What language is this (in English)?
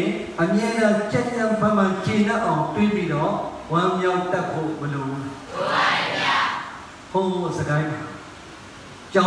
Burmese